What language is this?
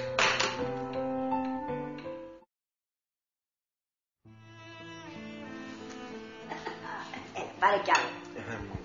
Greek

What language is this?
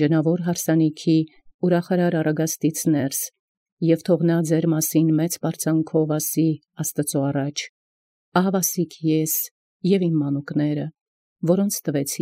Armenian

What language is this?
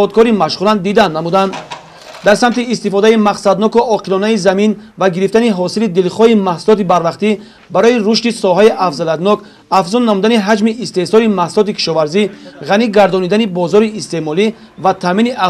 Tajik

